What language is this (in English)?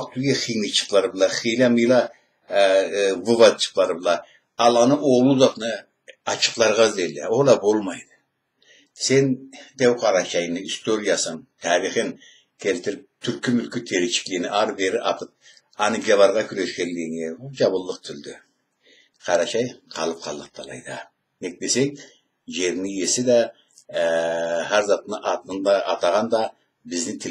Karachay-Balkar